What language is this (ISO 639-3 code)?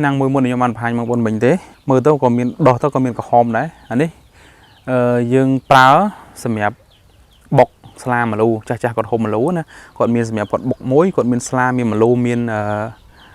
khm